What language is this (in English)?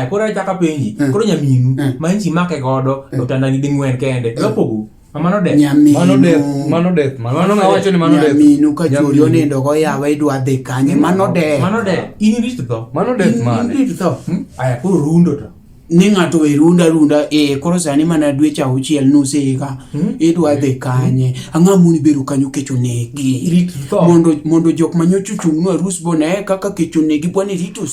Luo (Kenya and Tanzania)